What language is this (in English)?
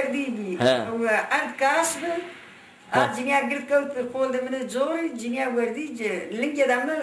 Zaza